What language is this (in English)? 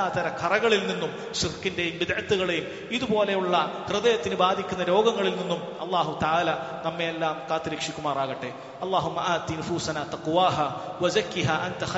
Malayalam